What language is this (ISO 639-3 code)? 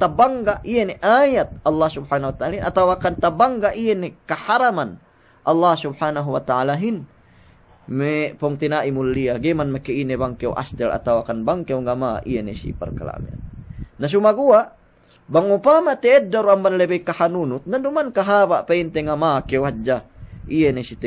yka